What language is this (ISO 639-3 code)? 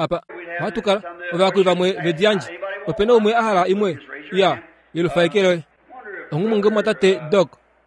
kua